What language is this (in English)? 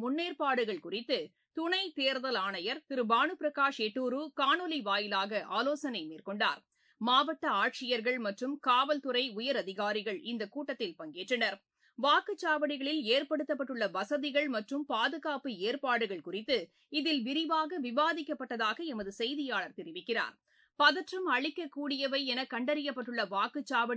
Tamil